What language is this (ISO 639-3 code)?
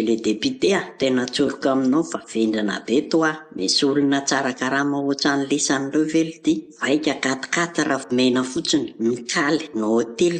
mlg